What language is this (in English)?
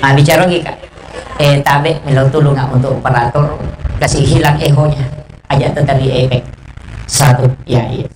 Buginese